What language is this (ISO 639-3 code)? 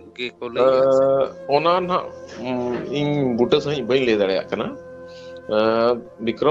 sat